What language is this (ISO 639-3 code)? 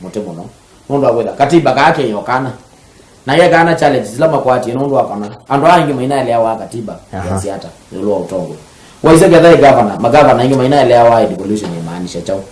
kam